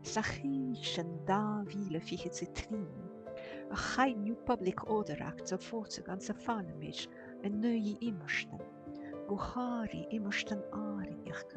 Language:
Scottish Gaelic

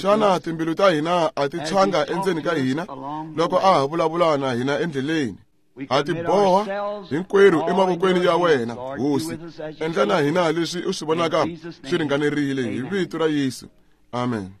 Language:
Tsonga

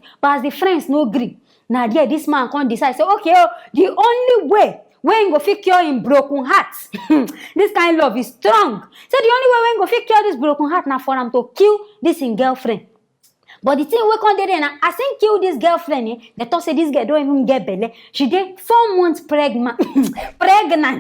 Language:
Nigerian Pidgin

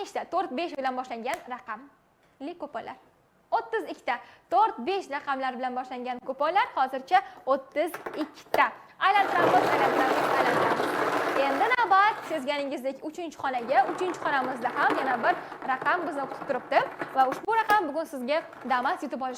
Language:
Uzbek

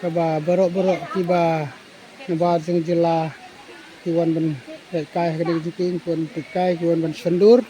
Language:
Khasi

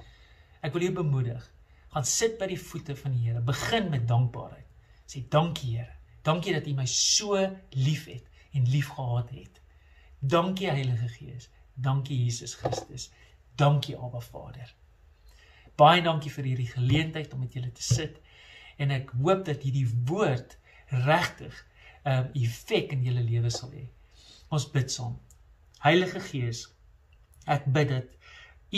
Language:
Afrikaans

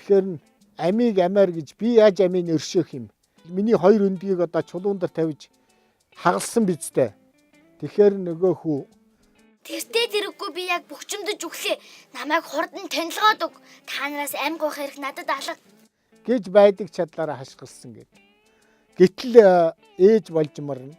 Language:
Mongolian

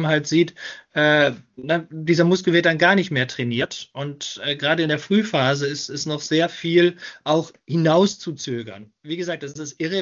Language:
German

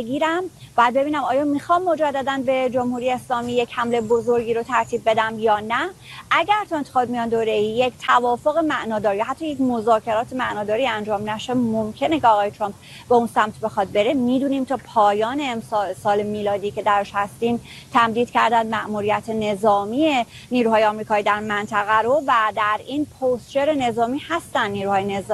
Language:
Persian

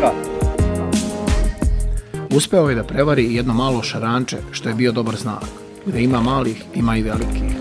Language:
Serbian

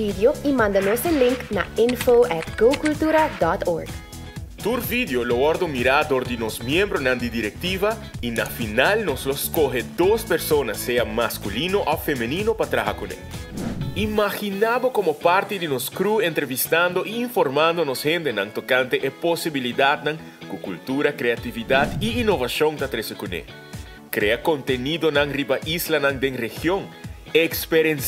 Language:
Papiamento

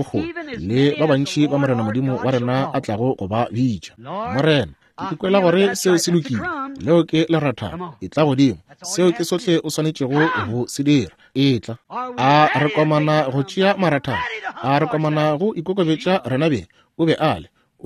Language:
Northern Sotho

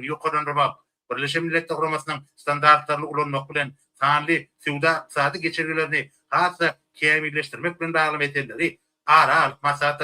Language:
Turkmen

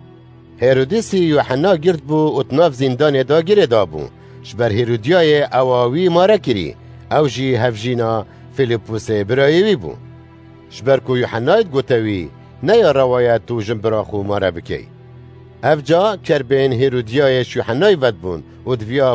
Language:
Kurdish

